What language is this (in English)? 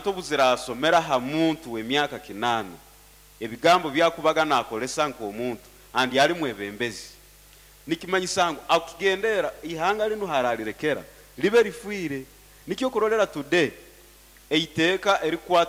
Nyoro